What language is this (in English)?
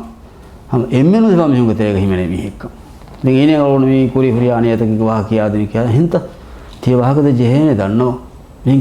Divehi